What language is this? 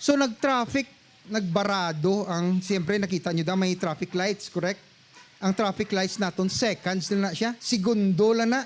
Hiligaynon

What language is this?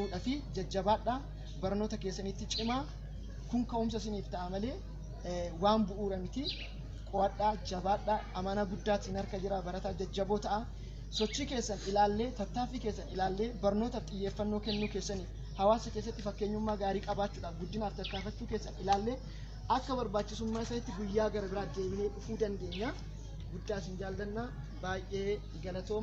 Oromo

